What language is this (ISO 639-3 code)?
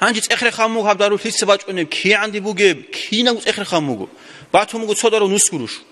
ava